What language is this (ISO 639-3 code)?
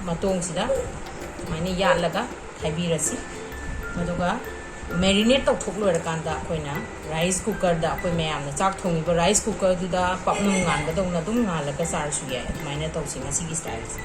mni